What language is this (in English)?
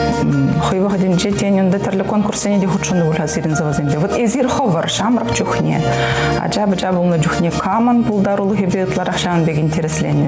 Chuvash